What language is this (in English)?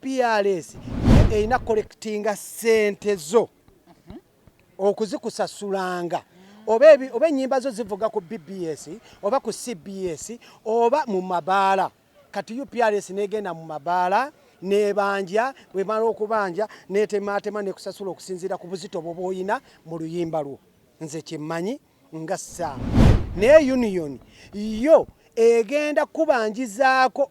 Ganda